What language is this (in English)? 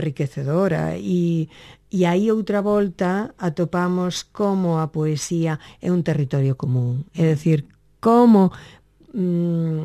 Galician